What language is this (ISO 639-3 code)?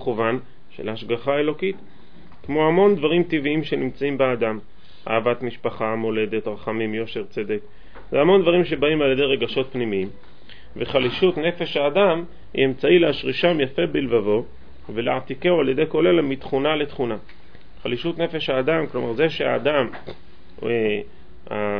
heb